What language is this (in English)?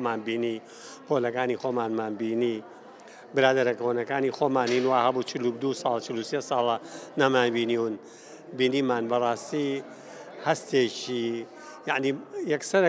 Central Kurdish